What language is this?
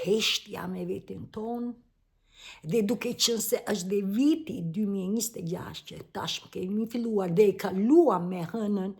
Albanian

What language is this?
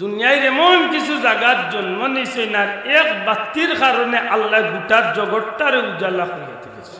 Sylheti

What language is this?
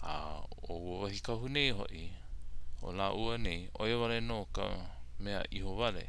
Hawaiian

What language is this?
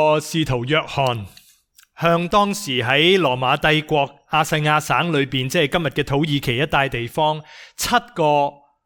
Cantonese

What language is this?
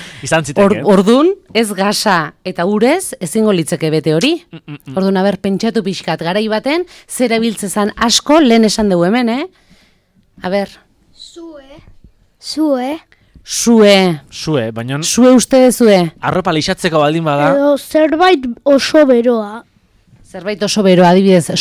Basque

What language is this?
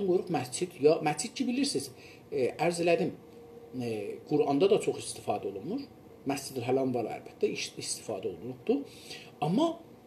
South Azerbaijani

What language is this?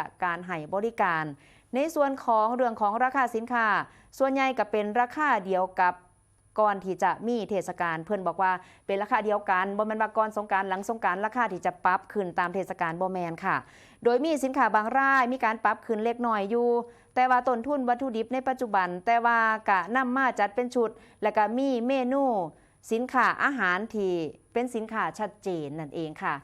Northeastern Thai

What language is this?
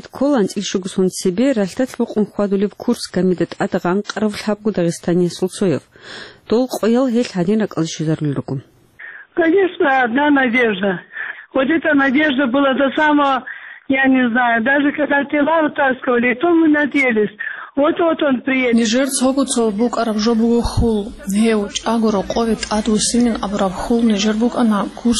Avaric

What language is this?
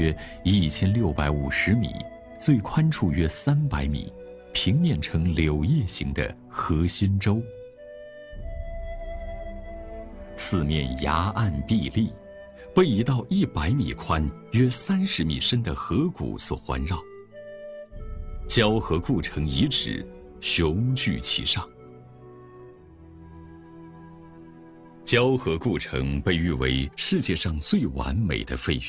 Chinese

